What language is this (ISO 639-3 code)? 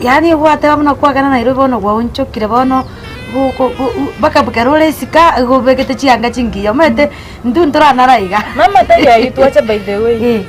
guz